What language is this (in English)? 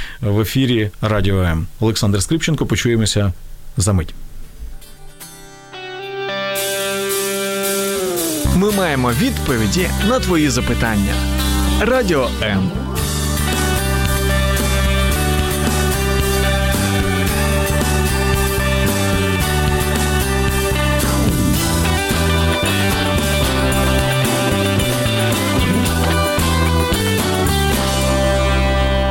Ukrainian